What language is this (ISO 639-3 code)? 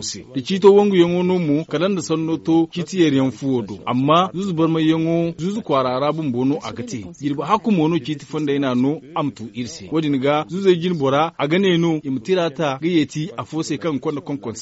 dje